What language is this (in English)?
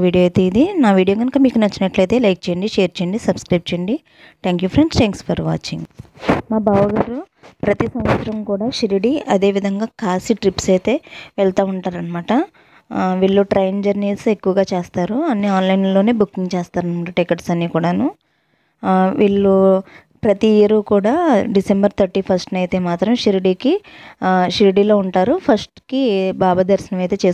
Telugu